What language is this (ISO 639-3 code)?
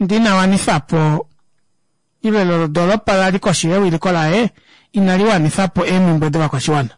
kua